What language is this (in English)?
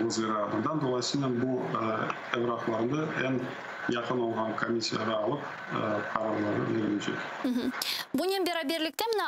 Crimean Tatar